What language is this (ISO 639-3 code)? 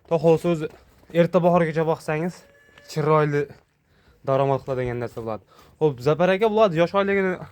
uzb